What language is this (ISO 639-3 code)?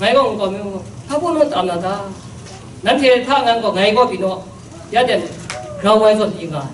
kac